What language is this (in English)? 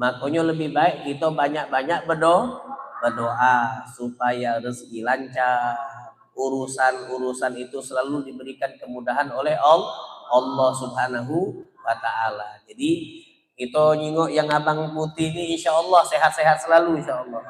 Musi